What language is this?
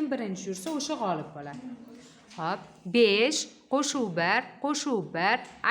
Uzbek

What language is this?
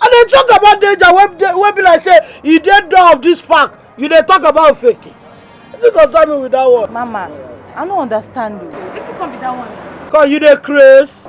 Nigerian Pidgin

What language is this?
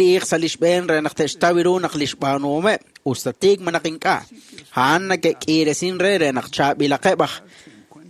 Kekchí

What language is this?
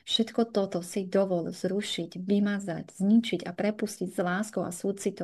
Slovak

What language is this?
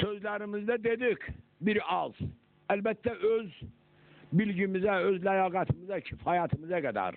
South Azerbaijani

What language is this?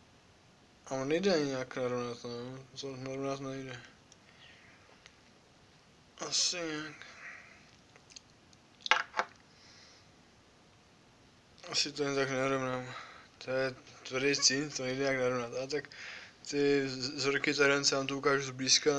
Czech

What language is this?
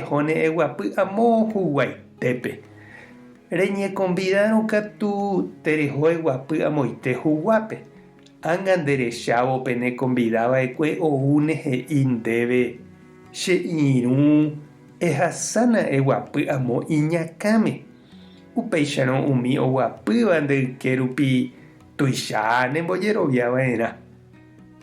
Guarani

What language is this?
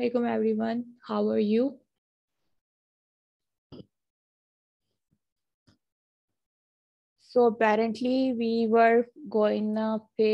English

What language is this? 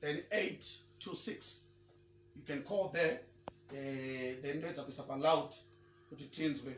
Shona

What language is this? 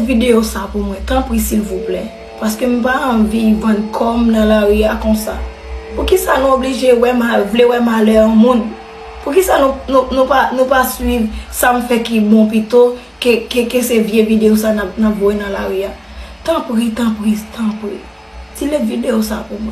Haitian Creole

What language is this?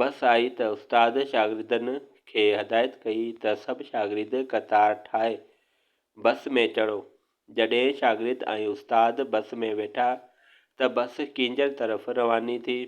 Sindhi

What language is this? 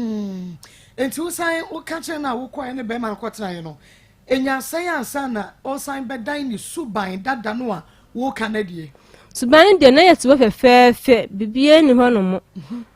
Akan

